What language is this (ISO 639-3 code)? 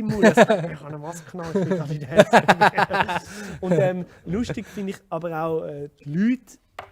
gsw